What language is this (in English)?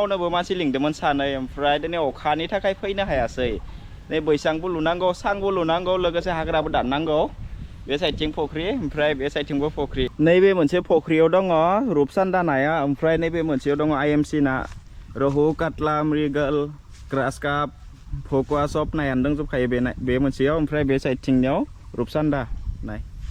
Bodo